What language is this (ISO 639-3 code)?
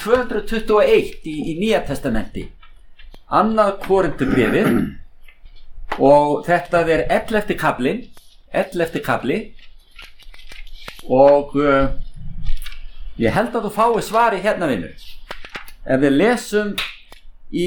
isl